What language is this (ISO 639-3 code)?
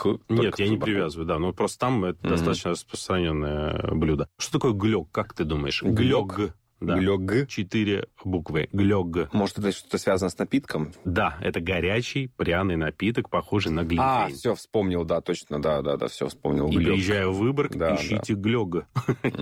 rus